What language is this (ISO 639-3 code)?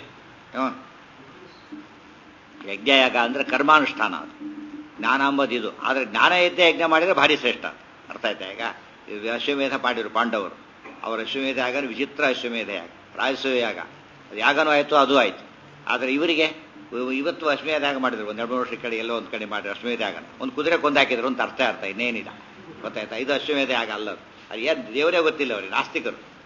kan